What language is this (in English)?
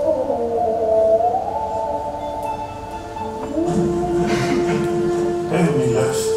Turkish